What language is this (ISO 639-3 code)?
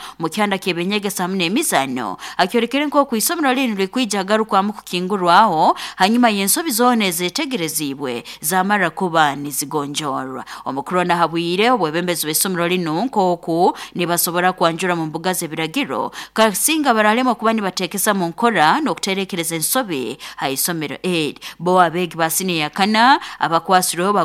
nyo